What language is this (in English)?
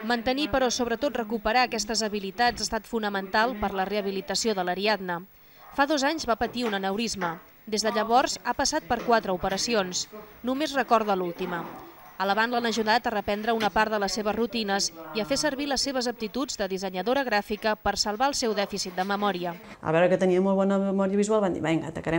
Catalan